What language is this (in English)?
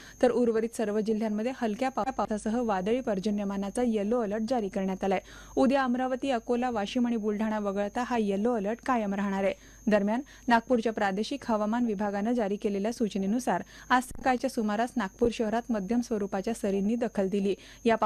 Marathi